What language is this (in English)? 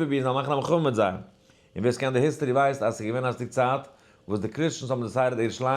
Yiddish